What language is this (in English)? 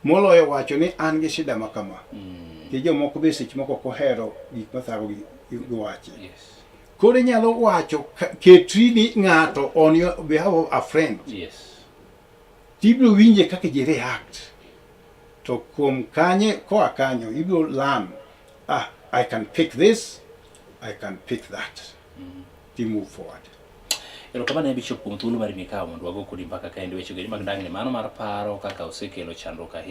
Luo (Kenya and Tanzania)